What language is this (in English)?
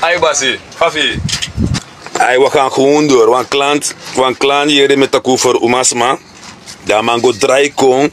Sranan Tongo